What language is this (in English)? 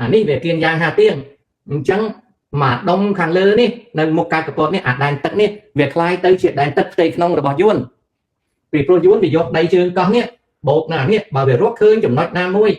Khmer